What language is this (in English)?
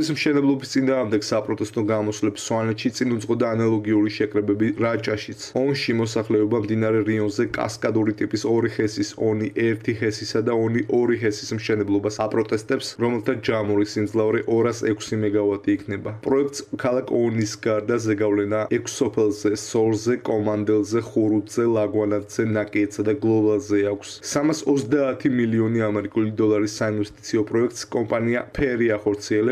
Georgian